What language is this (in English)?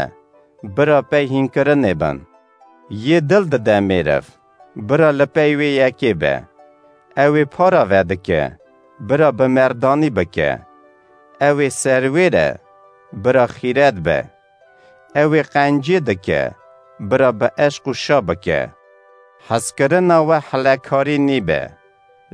Kurdish